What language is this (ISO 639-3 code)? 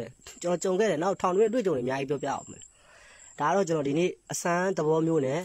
mya